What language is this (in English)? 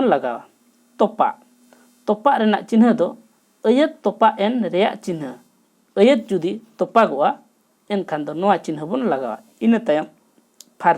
Santali